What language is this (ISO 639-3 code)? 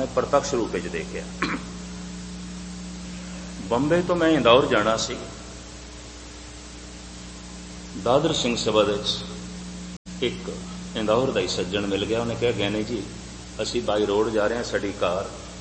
pan